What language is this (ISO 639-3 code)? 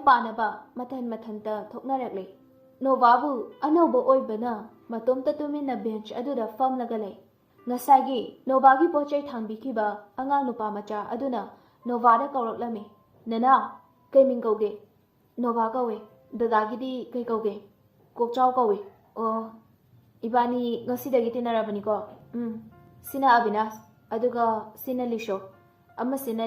mni